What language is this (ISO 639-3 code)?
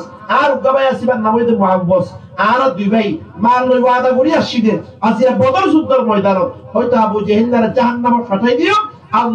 rhg